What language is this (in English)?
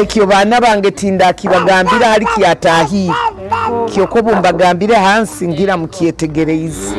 Nyoro